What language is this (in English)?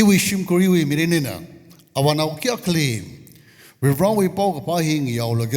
Tangkhul Naga (India)